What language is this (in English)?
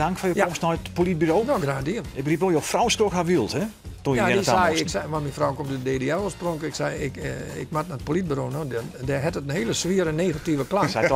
Western Frisian